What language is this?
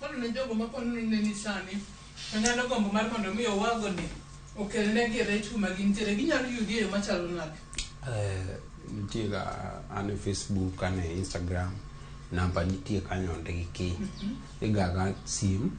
Luo (Kenya and Tanzania)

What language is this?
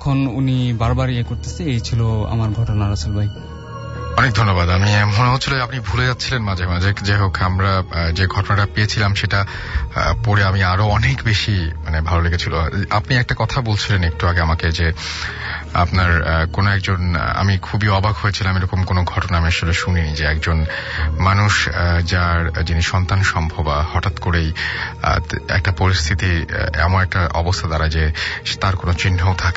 Bangla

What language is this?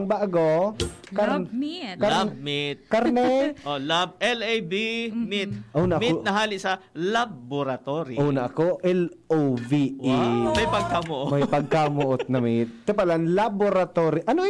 Bikol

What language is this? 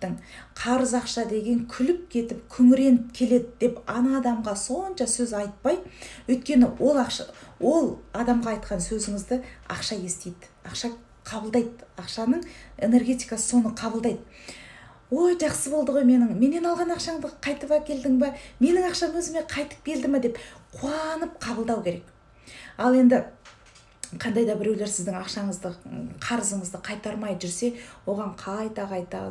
Kazakh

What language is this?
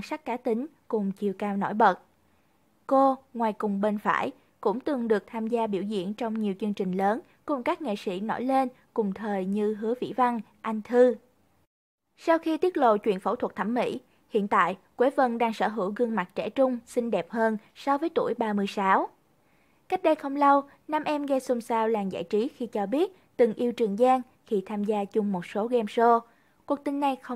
Vietnamese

